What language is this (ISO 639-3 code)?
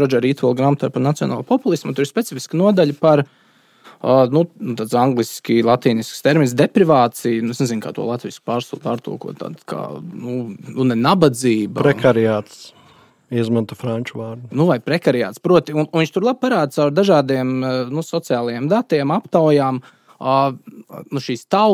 lav